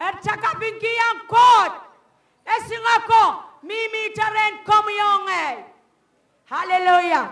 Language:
Pohnpeian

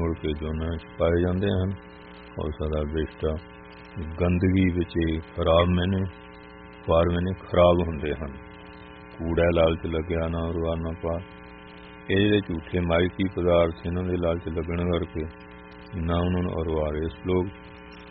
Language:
Punjabi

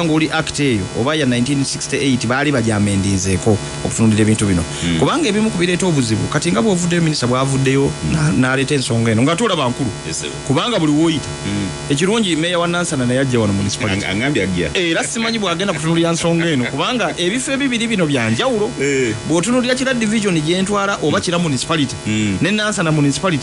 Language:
Ganda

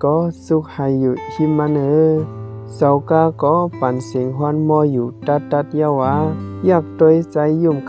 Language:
Shan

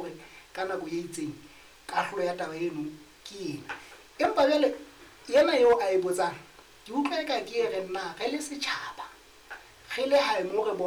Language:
Southern Sotho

